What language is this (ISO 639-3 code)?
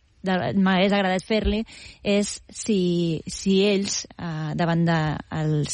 cat